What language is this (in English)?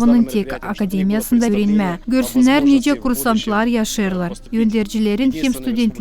Gagauz